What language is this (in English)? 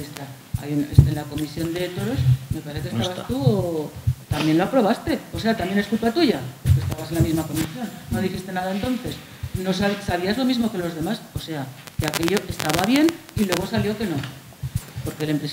Spanish